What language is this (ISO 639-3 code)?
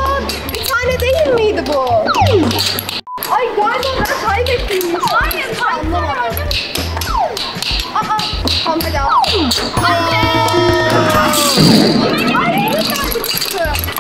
tur